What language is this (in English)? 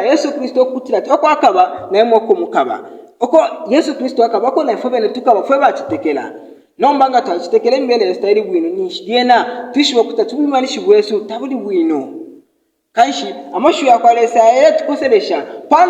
Bemba